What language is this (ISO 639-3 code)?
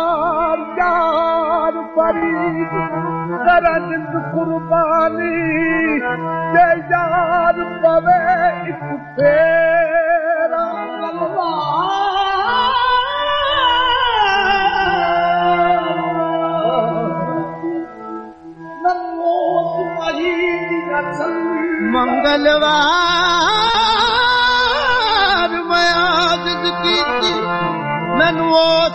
pan